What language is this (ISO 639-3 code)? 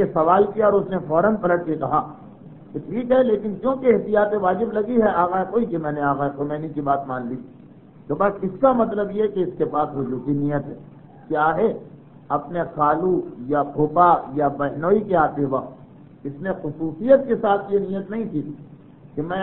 urd